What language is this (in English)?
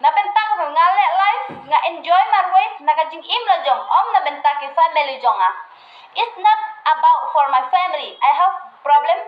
Khasi